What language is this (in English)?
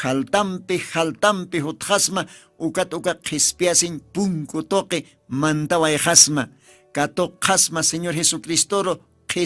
Aymara